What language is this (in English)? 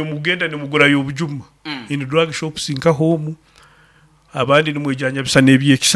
Nyoro